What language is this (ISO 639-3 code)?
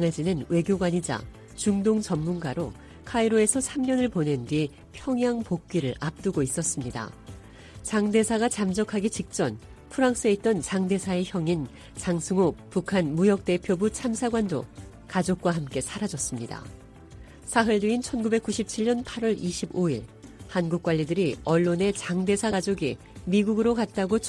kor